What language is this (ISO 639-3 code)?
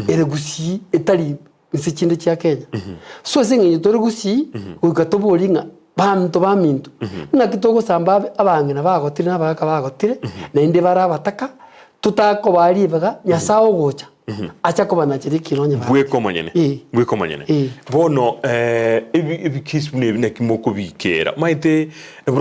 guz